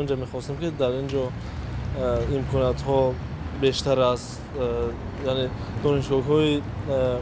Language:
Tajik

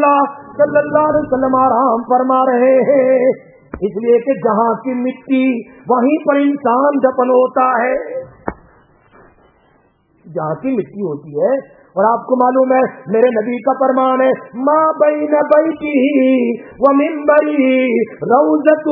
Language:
Urdu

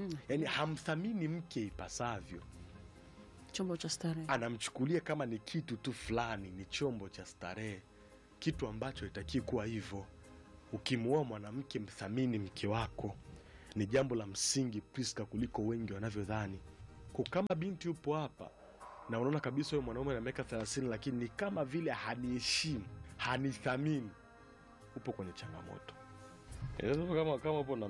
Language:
Swahili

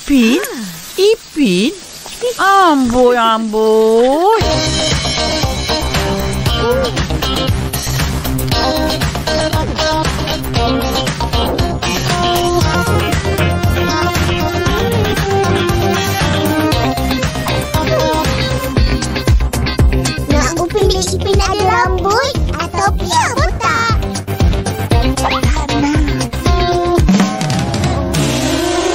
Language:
Malay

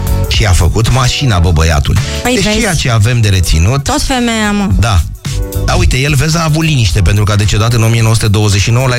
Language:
Romanian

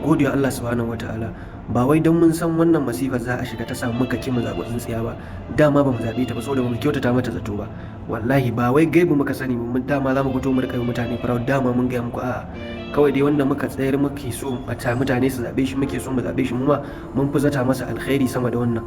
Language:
Hausa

